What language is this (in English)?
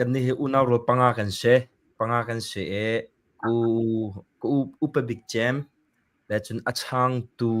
Hakha Chin